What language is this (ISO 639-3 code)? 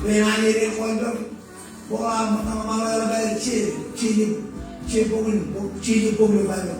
mah